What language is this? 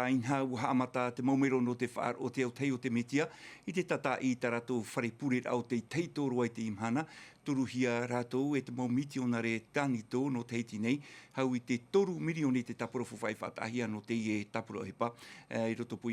Tahitian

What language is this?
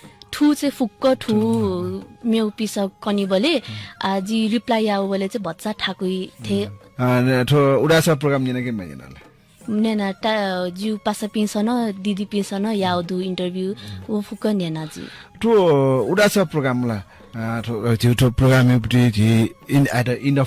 Newari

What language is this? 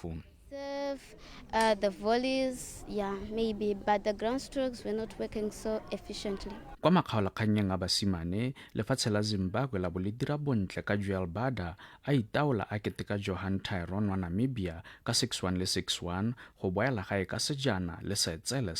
Tswana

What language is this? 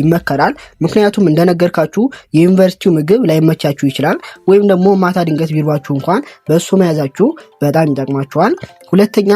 Amharic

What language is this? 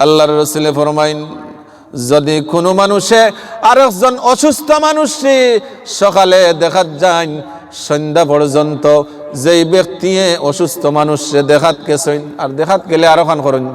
Sylheti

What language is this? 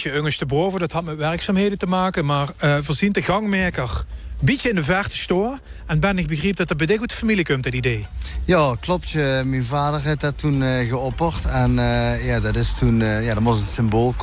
Limburgish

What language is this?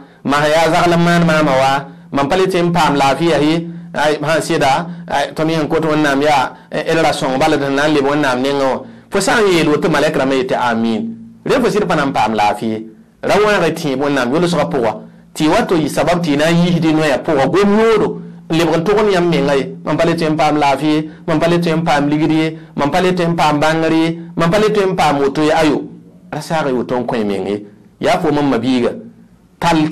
Mossi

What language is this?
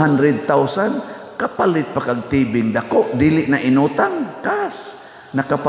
Cebuano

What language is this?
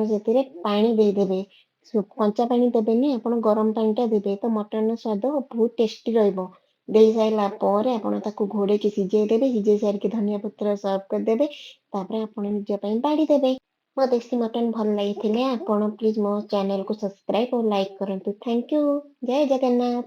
Odia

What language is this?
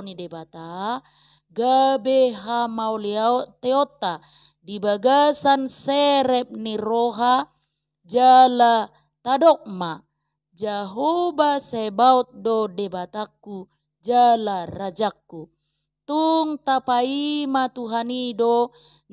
Batak Toba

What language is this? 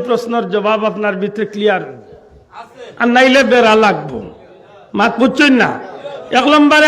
Sylheti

